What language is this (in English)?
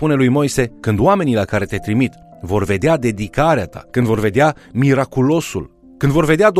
Romanian